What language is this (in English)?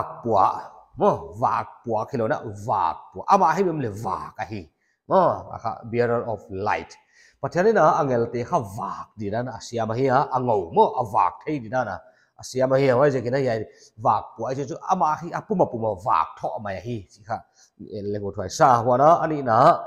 Paite Chin